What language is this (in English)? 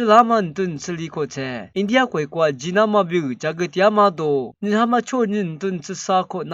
Lisu